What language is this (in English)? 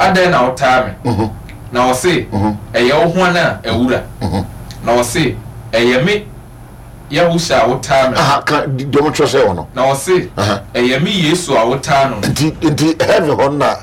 Akan